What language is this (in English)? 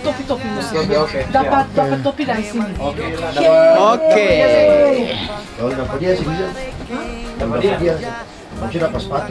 Ambonese Malay